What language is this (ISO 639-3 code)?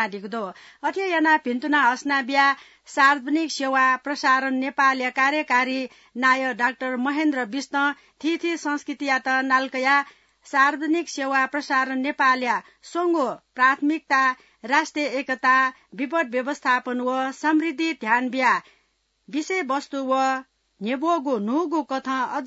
new